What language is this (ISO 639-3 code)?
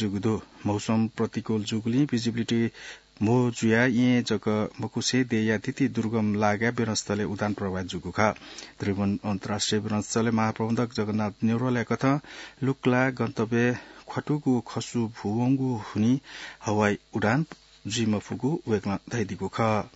new